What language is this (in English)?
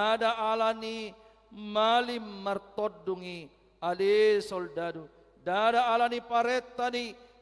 Batak Toba